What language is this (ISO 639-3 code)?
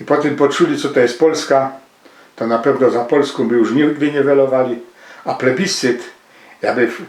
szl